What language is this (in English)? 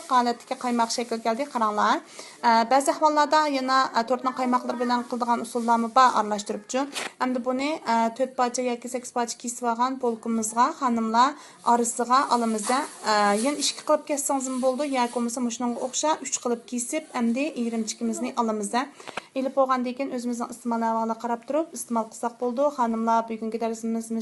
Uyghur